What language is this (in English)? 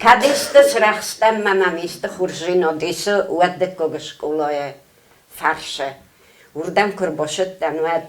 Ossetic